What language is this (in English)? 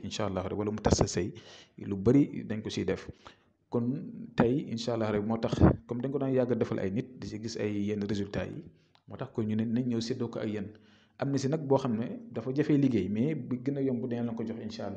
Wolof